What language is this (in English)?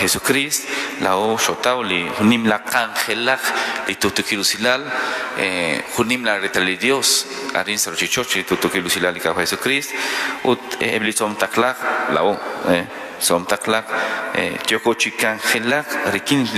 Kekchí